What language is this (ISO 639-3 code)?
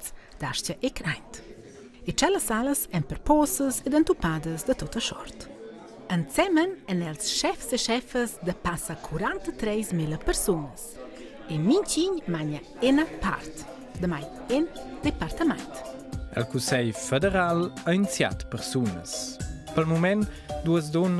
roh